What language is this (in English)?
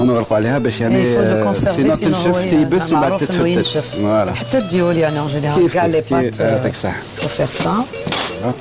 Algerian Arabic